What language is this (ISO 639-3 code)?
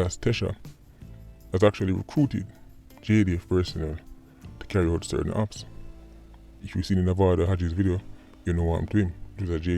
jam